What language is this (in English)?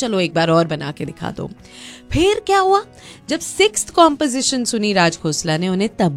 Hindi